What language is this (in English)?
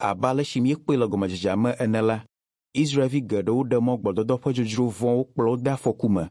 Ewe